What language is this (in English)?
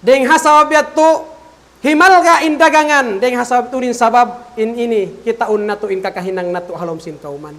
Tausug